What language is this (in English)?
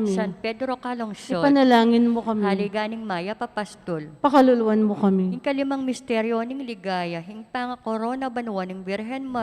Pampanga